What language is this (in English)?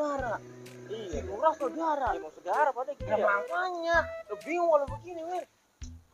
Betawi